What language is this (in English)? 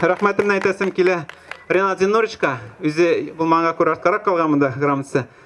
Tatar